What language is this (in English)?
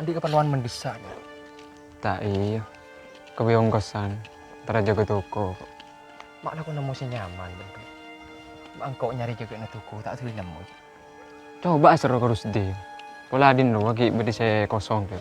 Madurese